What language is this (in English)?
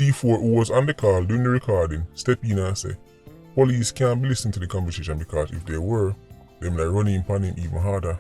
Jamaican Creole English